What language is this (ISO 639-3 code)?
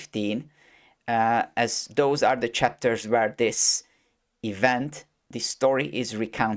eng